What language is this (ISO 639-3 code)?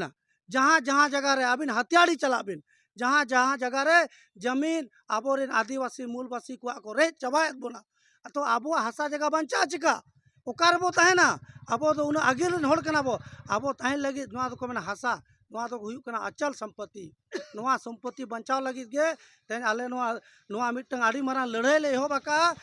sat